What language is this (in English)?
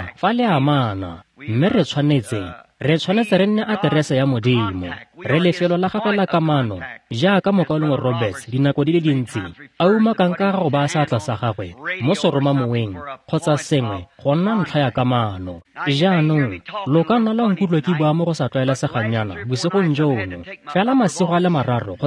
Tswana